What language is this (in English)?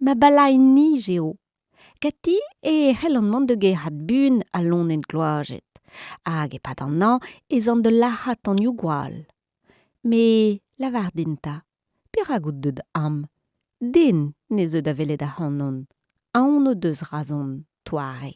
Breton